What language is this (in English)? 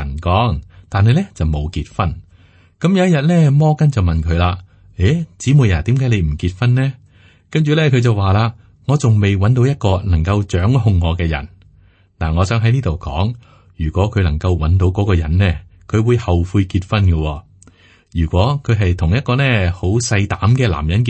Cantonese